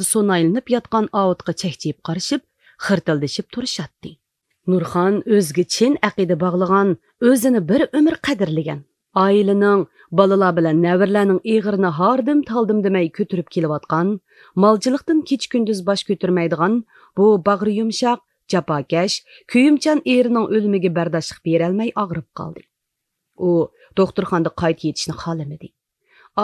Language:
Uyghur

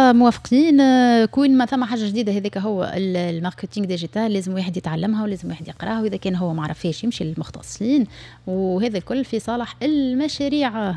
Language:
Tunisian Arabic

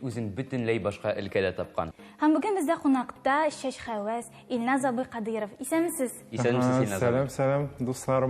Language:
Tatar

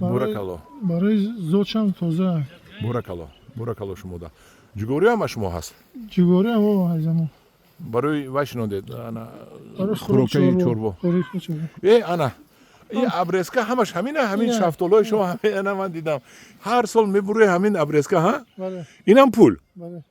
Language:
Tajik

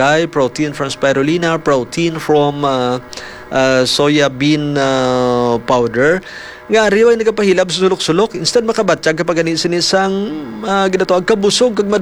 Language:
Hiligaynon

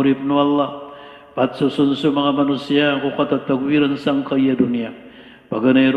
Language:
Maranao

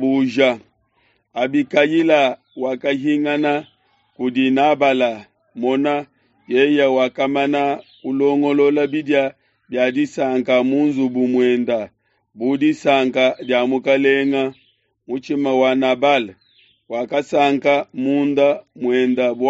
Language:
Luba-Lulua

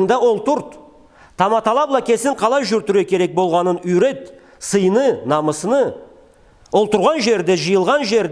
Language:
Karachay-Balkar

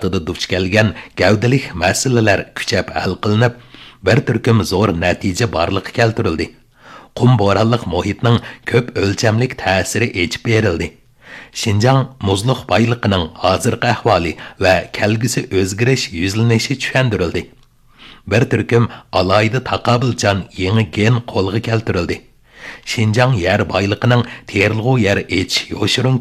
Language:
Uyghur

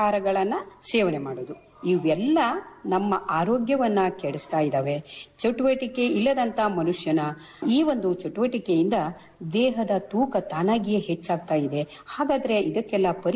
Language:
Kannada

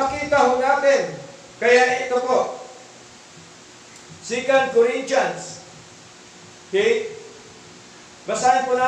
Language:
Filipino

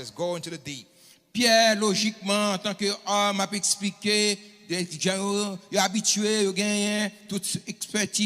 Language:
Haitian Creole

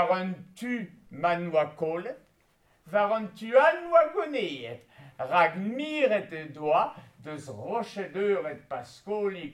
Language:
Breton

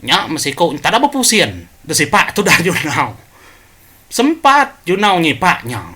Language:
Iban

